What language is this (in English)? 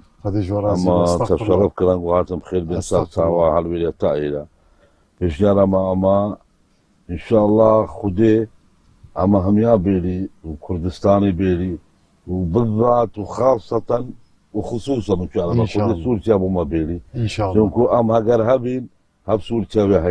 Kurdish